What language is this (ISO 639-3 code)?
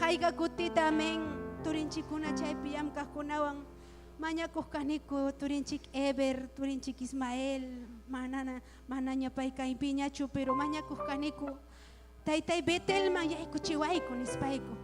quy